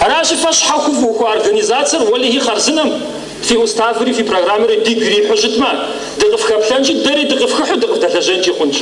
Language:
Kabardian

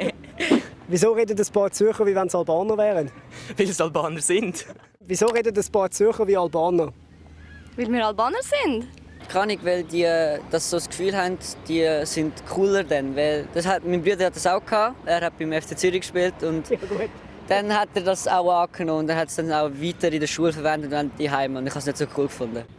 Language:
Swiss German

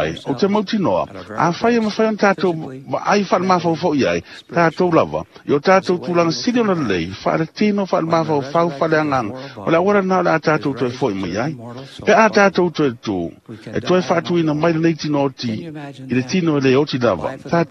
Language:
Samoan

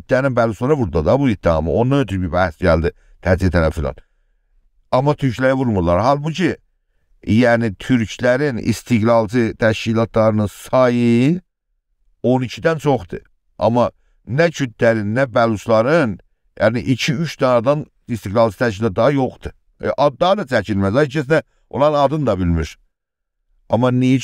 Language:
South Azerbaijani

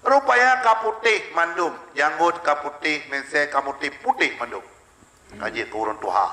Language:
Achinese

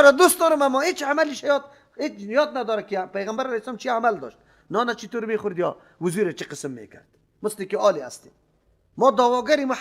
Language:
Persian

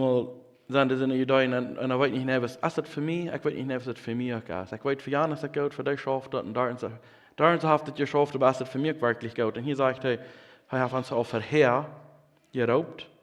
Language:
Plautdietsch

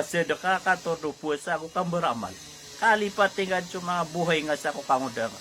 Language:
Maranao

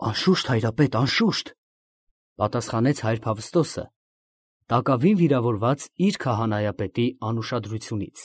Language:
Armenian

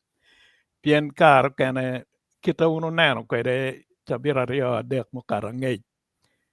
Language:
Acoli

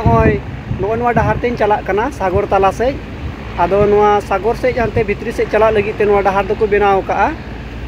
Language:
Santali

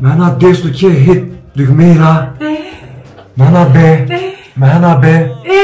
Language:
Zaza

